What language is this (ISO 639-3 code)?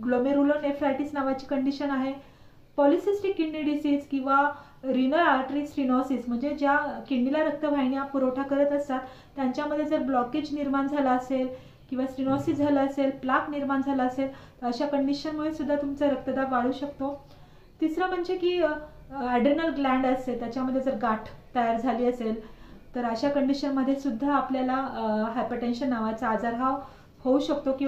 mar